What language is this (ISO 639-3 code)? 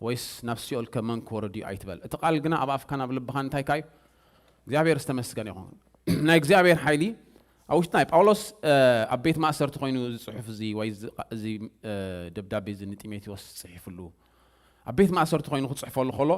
tir